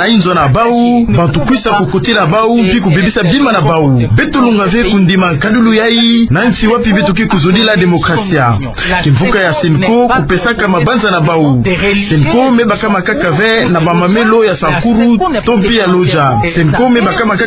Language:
Kituba (Democratic Republic of Congo)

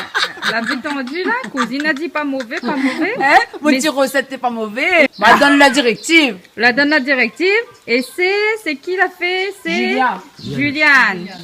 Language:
Réunion Creole French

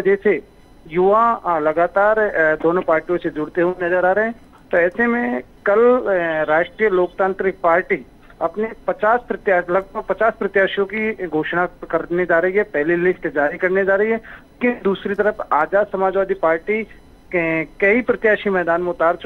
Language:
Hindi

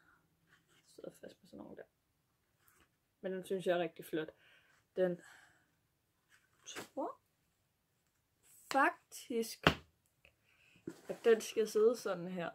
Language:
Danish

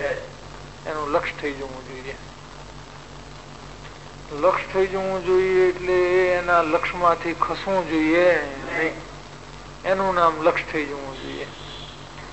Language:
Gujarati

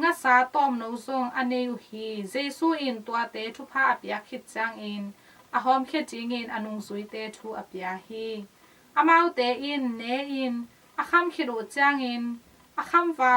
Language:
Tedim Chin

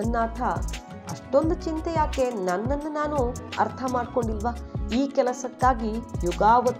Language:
Kannada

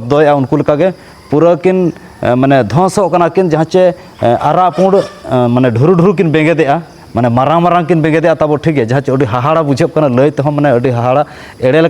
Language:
Santali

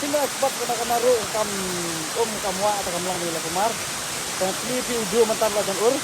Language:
Khasi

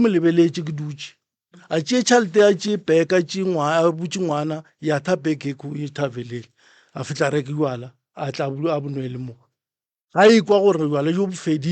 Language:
Northern Sotho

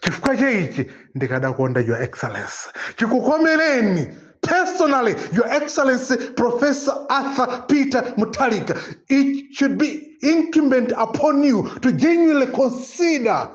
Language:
Nyanja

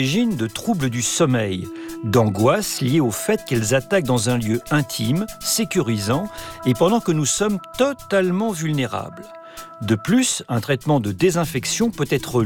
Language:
French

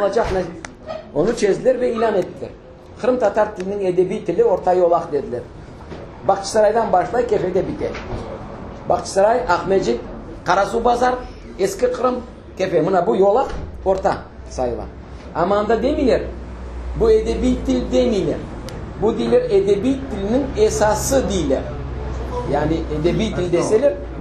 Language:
Crimean Tatar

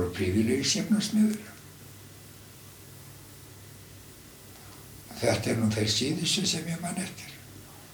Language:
Icelandic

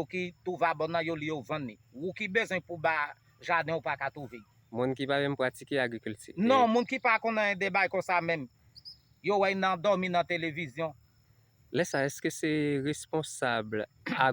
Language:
Haitian Creole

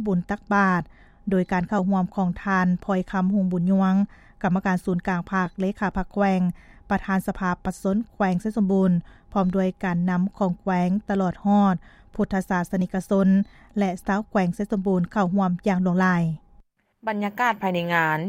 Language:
Lao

